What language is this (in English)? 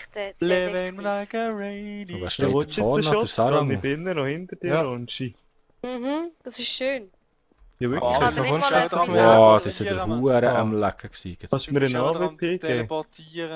Swiss German